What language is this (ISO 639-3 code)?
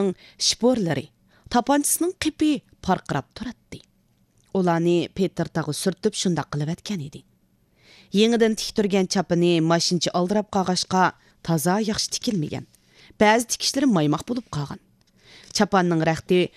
uig